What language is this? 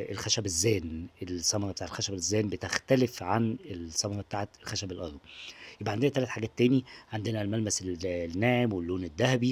Egyptian Arabic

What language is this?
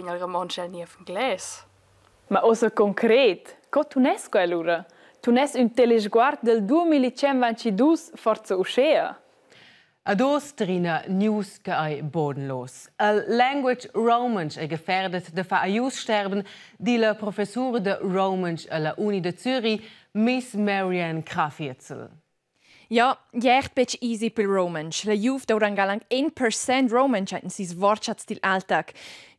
Romansh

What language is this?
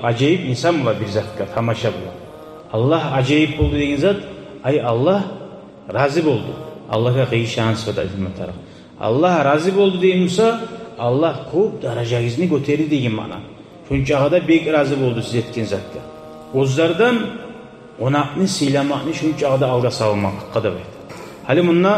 Kumyk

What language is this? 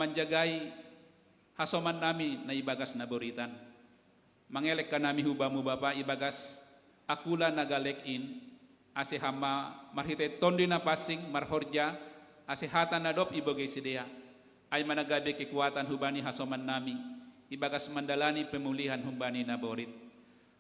Batak Simalungun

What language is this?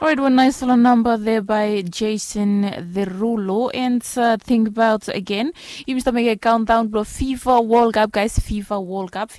Bislama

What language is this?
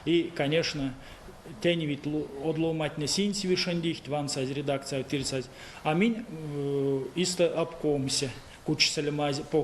Erzya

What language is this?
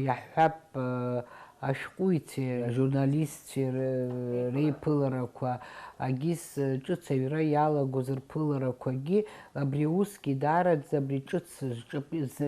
Abkhazian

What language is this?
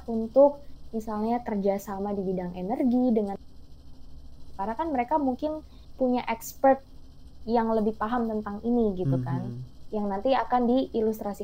Indonesian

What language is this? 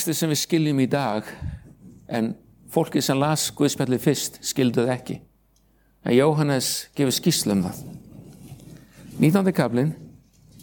Icelandic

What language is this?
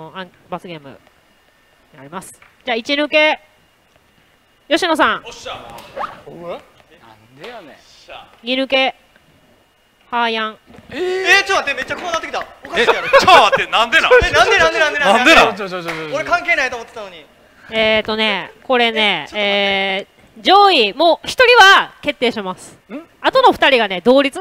Japanese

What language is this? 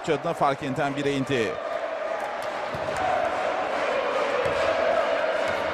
Turkish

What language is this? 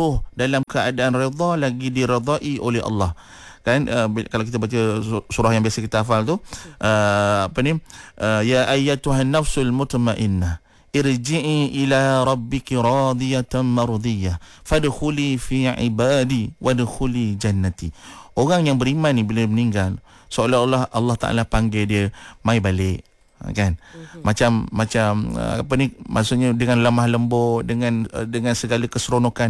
Malay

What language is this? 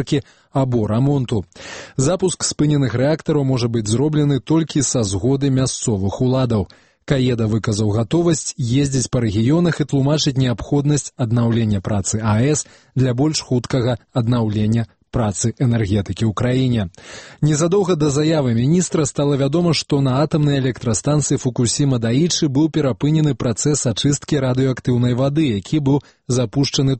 Belarusian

